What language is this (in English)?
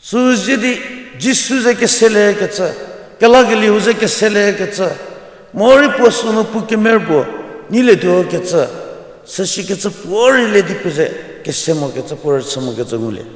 Angami Naga